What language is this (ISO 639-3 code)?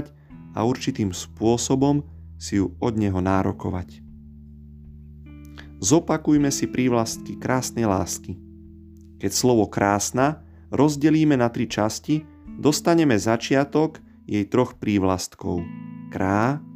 slk